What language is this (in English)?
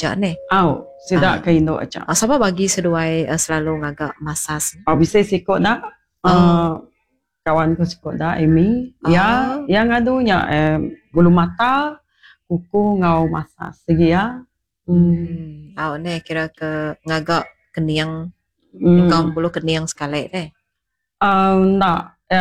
Iban